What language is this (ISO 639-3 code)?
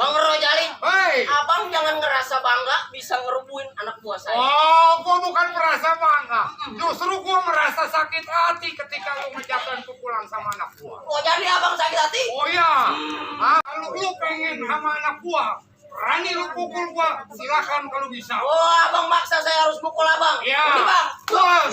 bew